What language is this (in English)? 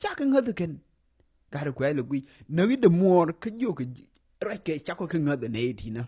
Nuer